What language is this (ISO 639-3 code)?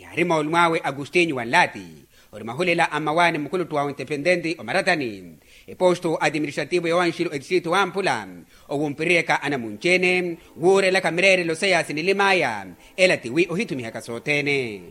vmw